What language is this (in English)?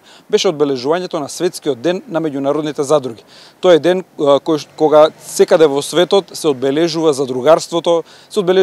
Macedonian